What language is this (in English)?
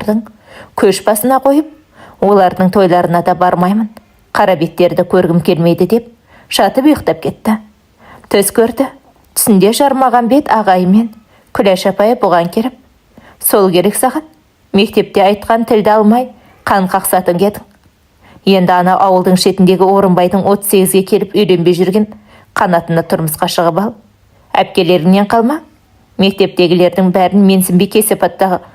Kazakh